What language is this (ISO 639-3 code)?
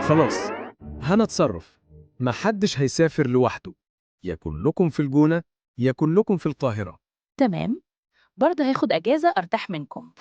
arz